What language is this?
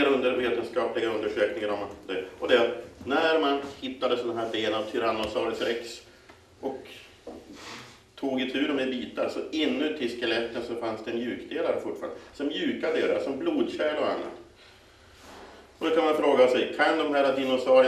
Swedish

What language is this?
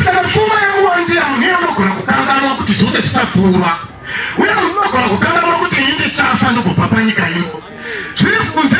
Shona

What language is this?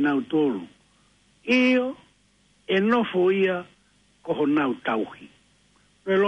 Tongan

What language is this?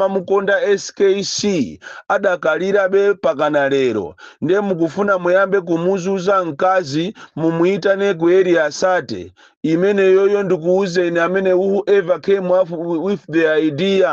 Nyanja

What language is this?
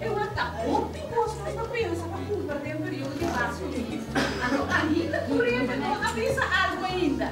Papiamento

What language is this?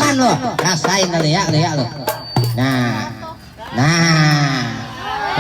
Betawi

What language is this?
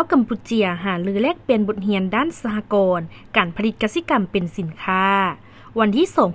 Lao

